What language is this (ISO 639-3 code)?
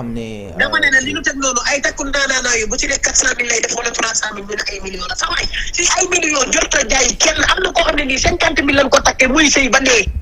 wol